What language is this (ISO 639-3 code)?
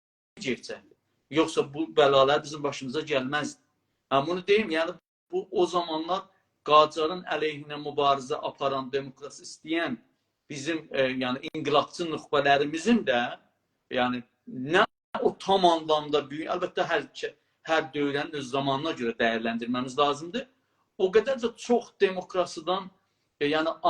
azb